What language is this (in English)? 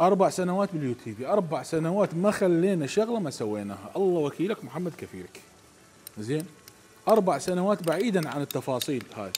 Mesopotamian Arabic